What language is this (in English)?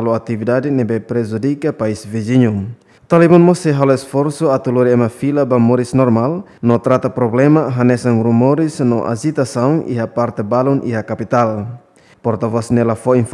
Tetum